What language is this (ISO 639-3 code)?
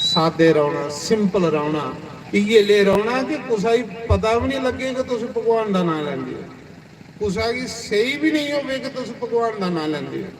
doi